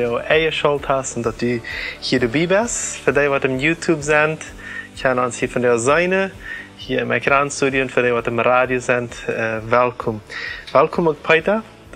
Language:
Plautdietsch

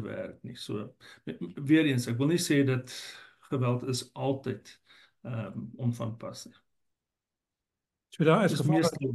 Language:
Afrikaans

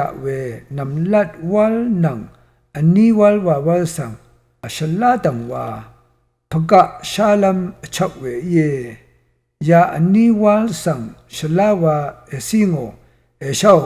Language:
Rawang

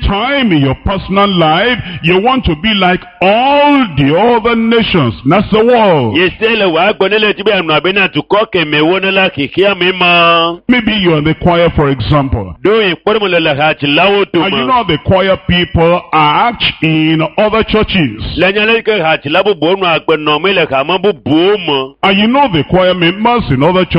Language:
Ewe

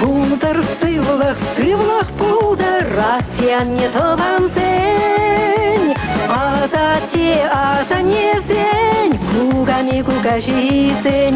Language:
Chuvash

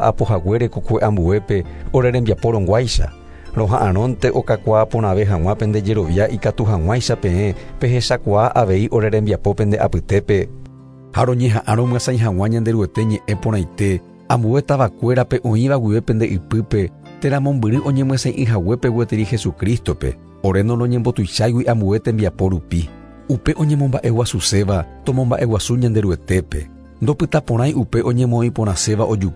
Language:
Guarani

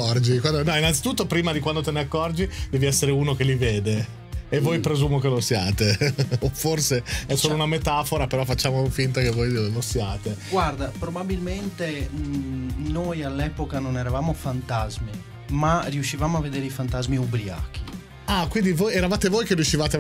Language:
Italian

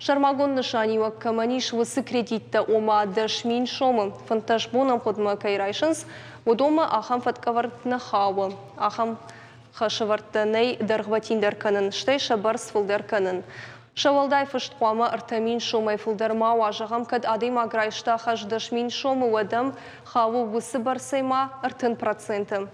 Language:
Ossetic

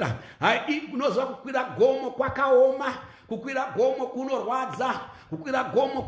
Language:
Shona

